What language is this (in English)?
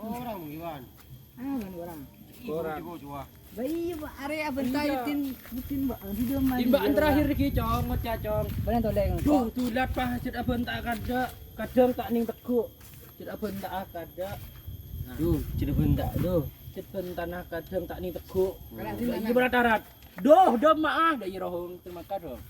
Madurese